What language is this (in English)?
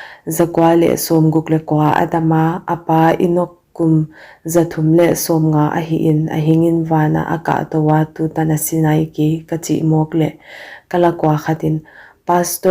Paite Chin